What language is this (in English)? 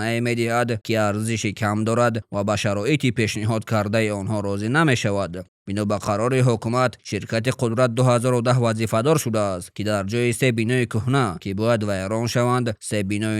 Tajik